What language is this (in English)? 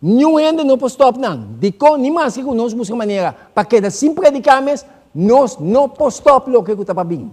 Papiamento